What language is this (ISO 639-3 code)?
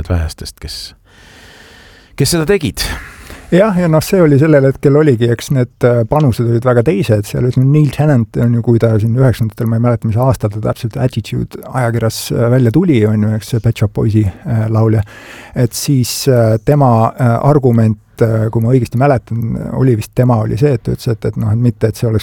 est